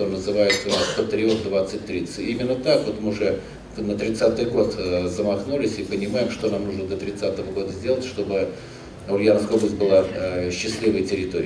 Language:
Russian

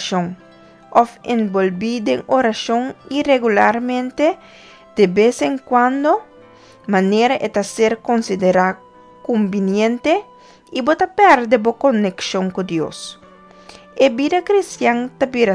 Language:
Papiamento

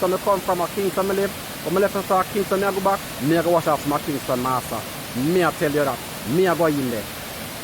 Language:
Jamaican Creole English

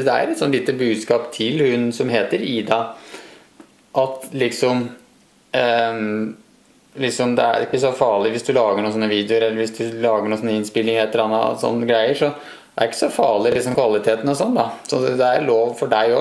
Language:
Norwegian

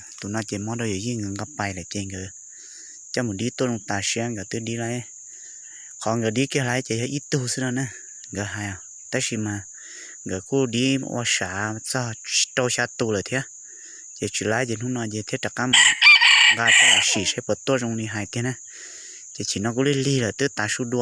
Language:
Hmong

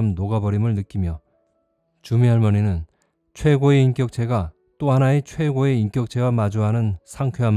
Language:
Korean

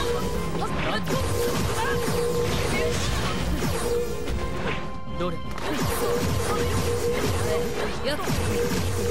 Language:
Japanese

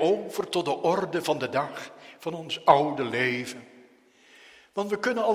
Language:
Dutch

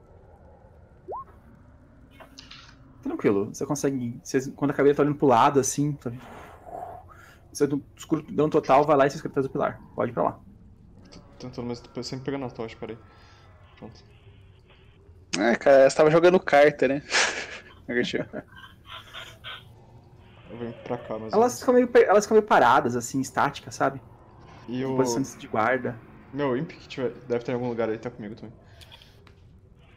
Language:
Portuguese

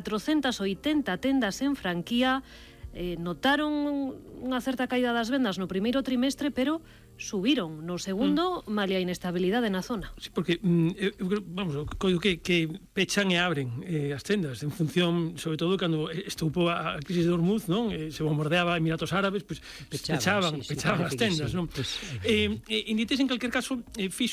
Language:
Galician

